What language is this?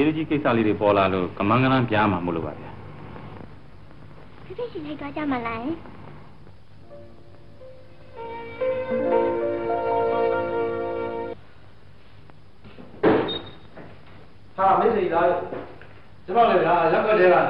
Burmese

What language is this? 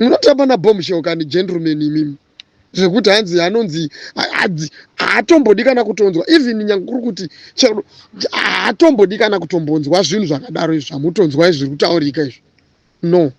Shona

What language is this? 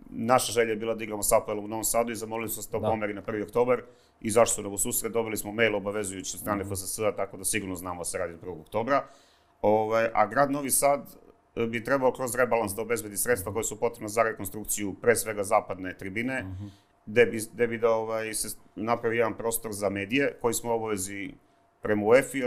Serbian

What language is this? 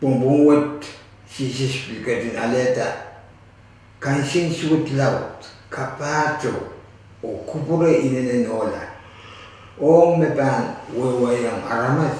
Pohnpeian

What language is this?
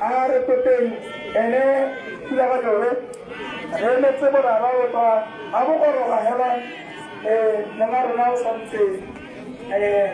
Tswana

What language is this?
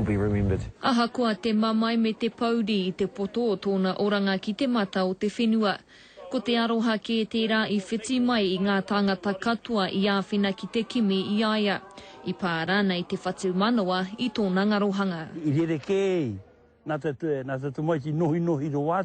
Māori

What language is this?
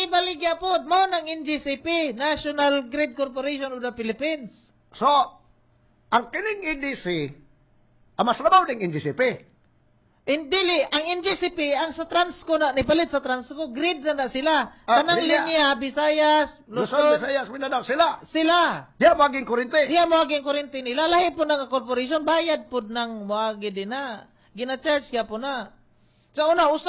Cebuano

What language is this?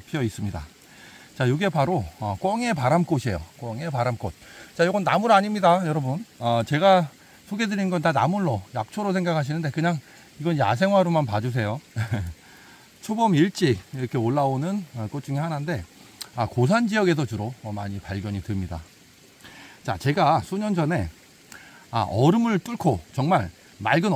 Korean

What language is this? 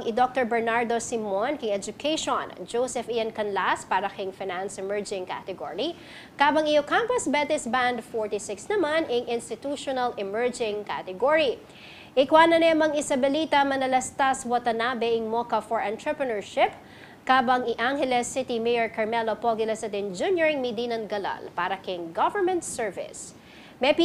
Pampanga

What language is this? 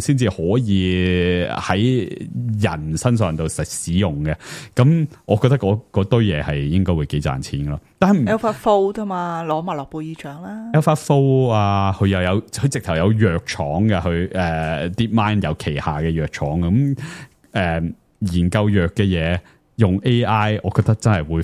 Cantonese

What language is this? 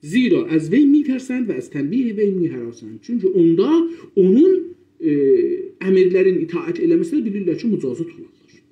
South Azerbaijani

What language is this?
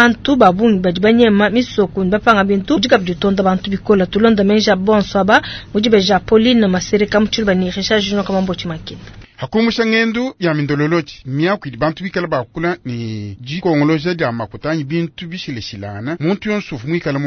Luba-Lulua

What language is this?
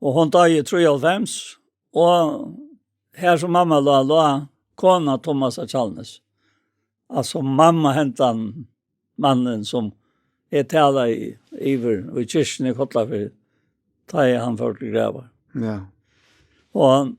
Faroese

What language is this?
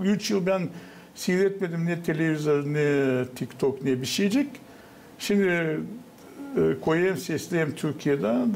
Gagauz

